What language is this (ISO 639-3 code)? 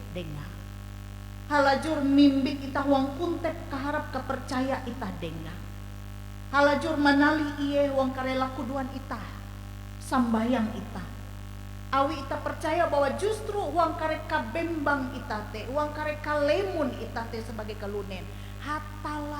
nij